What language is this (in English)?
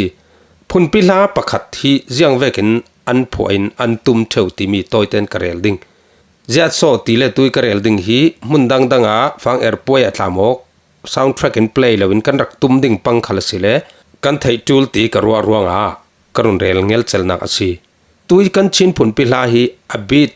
Falam Chin